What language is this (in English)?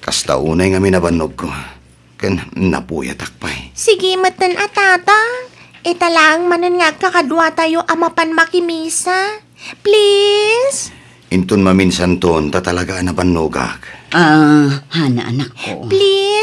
Iloko